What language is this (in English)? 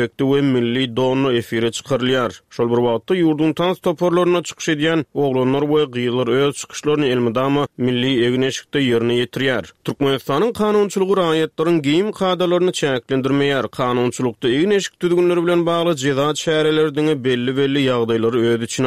Turkmen